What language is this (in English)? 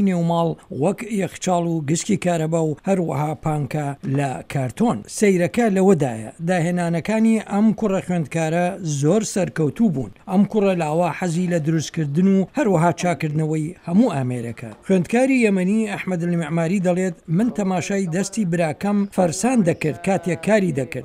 Central Kurdish